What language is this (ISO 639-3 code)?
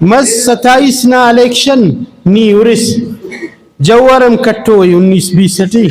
brh